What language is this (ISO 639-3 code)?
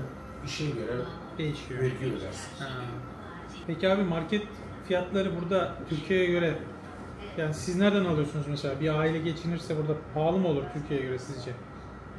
tur